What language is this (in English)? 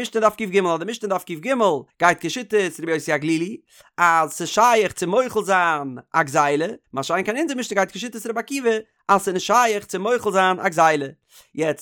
Yiddish